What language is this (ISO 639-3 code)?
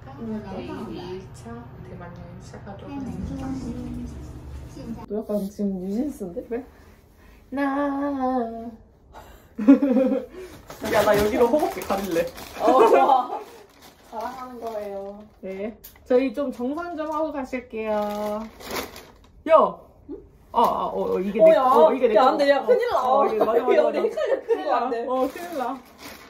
kor